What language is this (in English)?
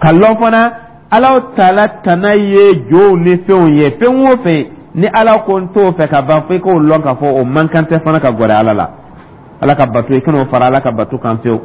Dyula